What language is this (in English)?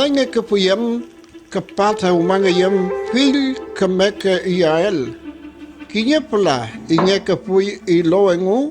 Mapuche